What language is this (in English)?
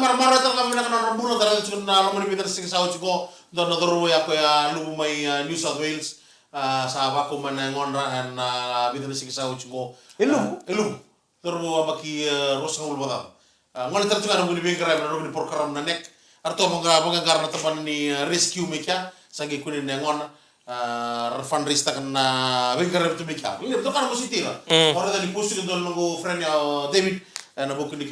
Fijian